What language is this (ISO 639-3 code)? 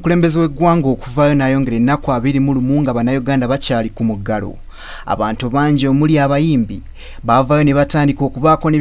lug